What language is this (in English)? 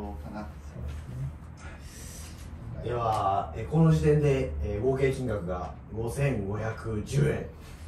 Japanese